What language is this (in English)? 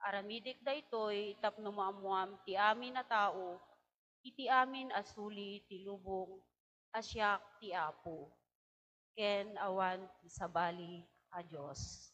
Iloko